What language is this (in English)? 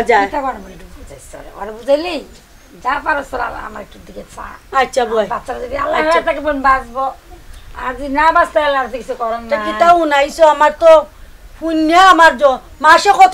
Sylheti